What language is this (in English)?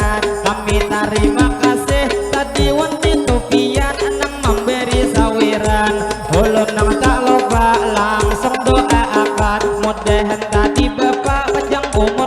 Banjar